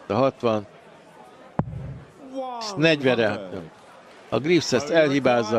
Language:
Hungarian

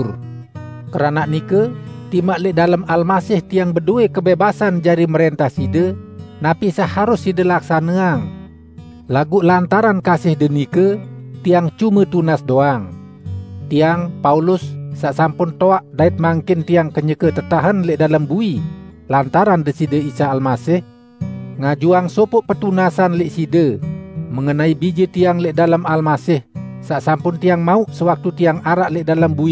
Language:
Sasak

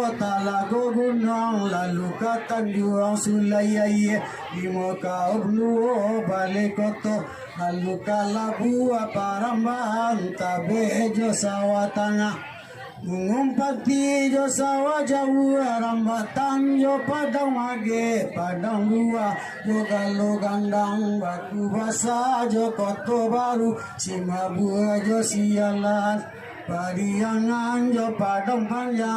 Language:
Minangkabau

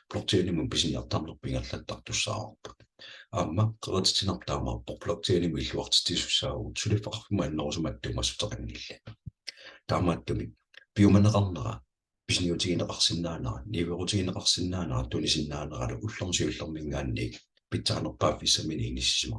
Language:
Kalaallisut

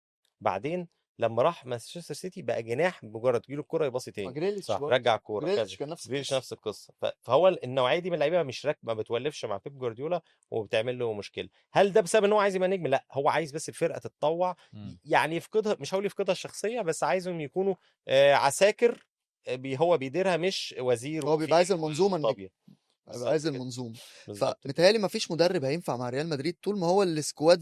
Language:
Egyptian Arabic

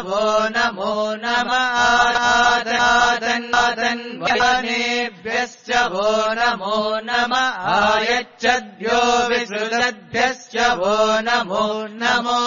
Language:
Sanskrit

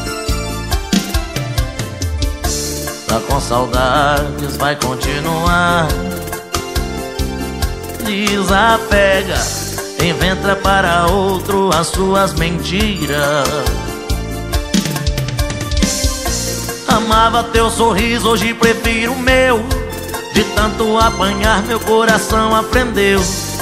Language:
Portuguese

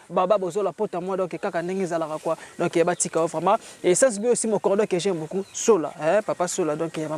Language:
Lingala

